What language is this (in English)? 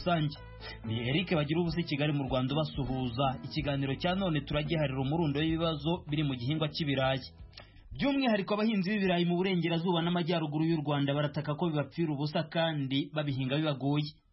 Kinyarwanda